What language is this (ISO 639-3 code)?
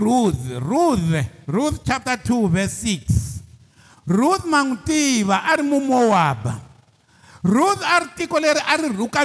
tso